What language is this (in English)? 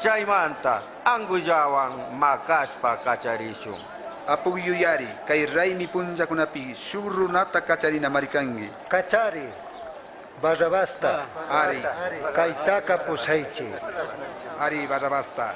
Chimborazo Highland Quichua